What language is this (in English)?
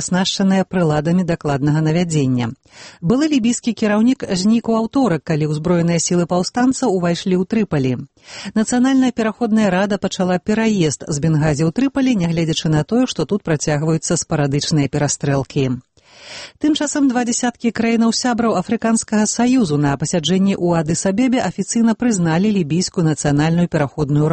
Belarusian